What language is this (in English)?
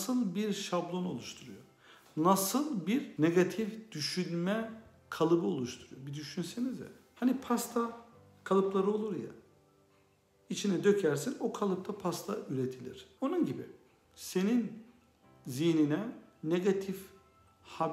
Turkish